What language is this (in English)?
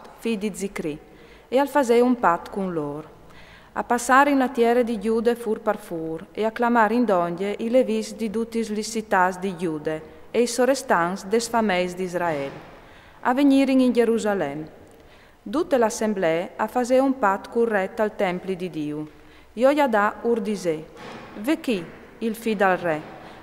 Friulian